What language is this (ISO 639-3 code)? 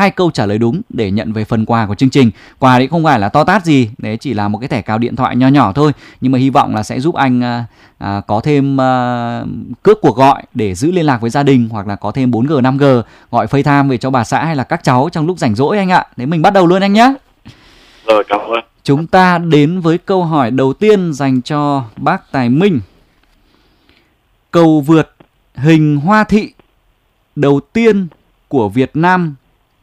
vie